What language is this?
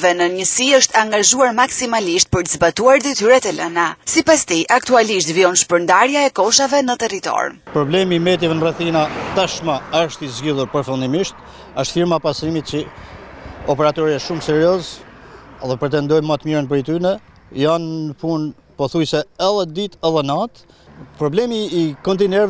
Albanian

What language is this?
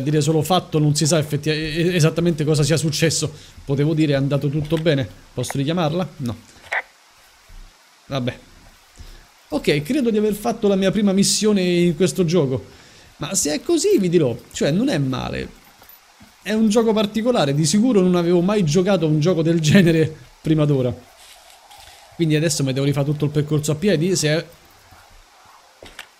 Italian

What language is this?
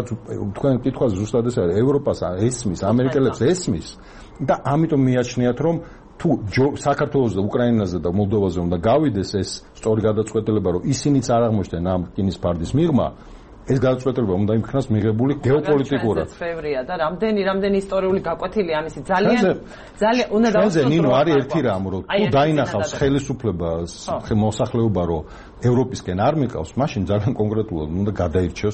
Georgian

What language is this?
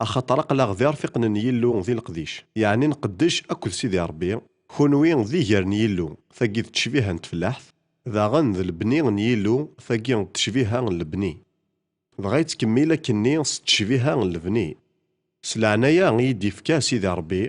Kabyle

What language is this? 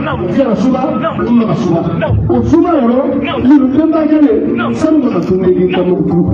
Bambara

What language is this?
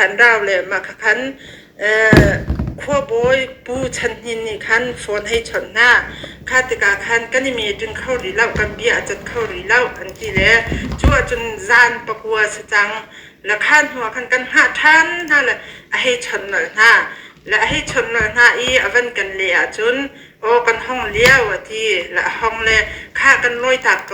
Hakha Chin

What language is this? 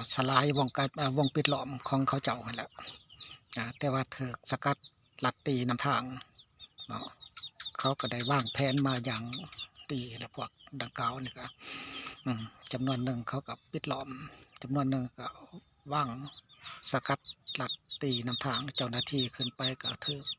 Lao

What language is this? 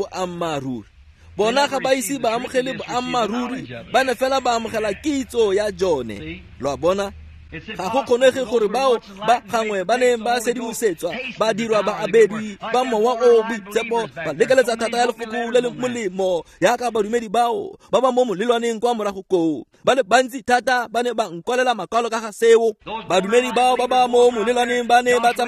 Tswana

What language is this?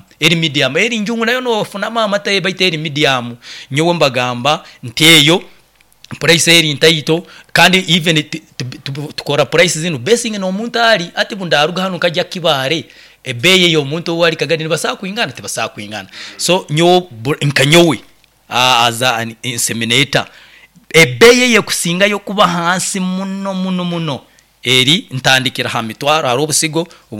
Nyoro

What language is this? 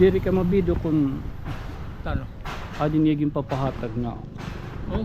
Waray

